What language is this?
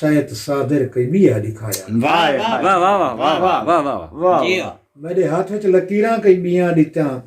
Saraiki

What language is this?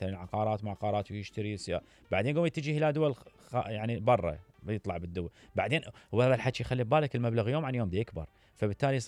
Mesopotamian Arabic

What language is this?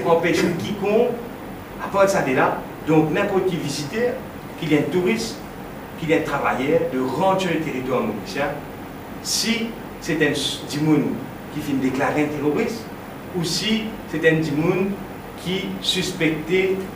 Morisyen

